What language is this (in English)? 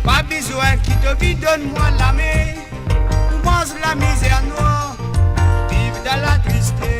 Morisyen